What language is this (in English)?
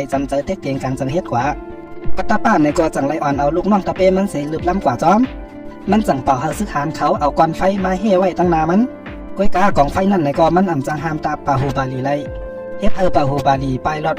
Shan